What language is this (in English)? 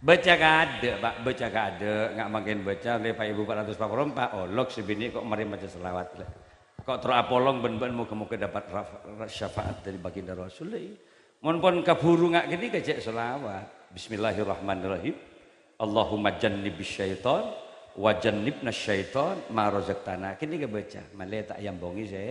Madurese